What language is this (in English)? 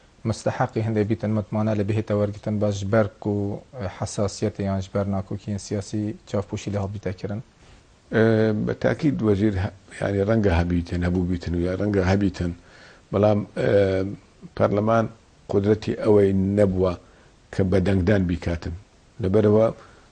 Central Kurdish